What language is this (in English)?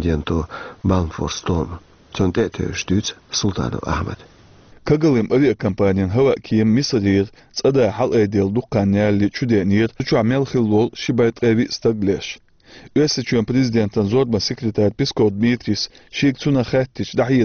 Chechen